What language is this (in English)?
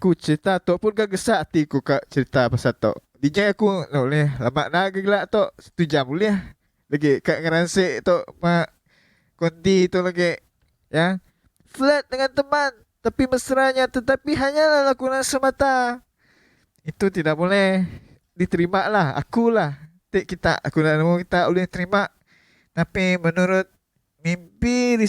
Iban